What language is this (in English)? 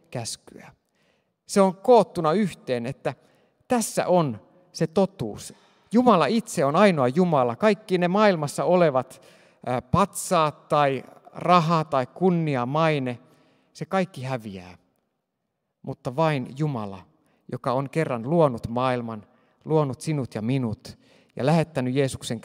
Finnish